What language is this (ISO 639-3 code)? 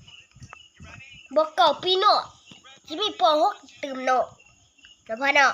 lao